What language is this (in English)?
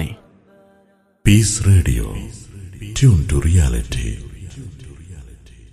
Malayalam